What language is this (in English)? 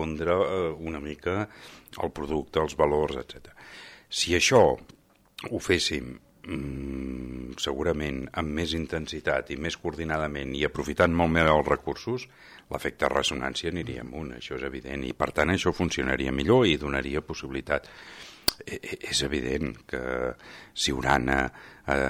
Catalan